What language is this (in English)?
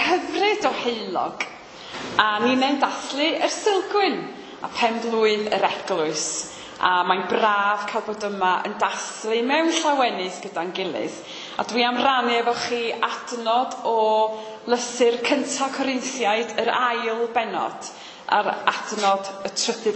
Welsh